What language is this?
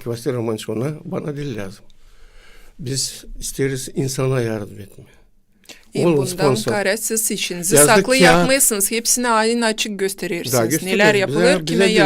Gagauz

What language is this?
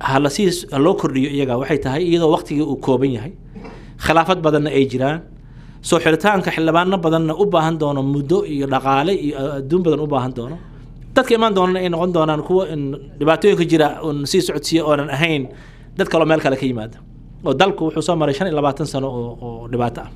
Somali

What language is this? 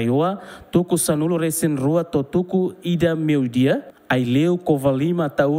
Tetum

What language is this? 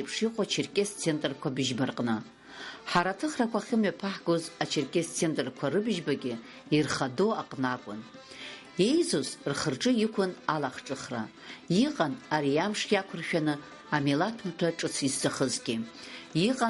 Abkhazian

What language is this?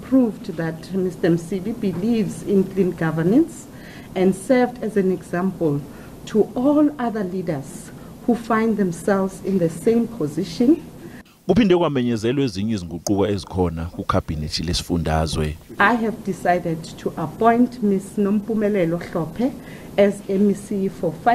Zulu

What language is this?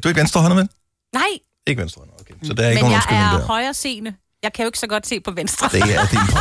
Danish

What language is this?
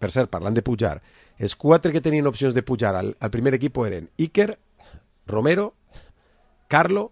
Catalan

